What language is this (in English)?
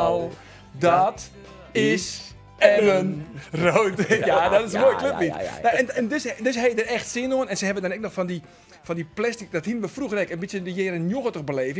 Western Frisian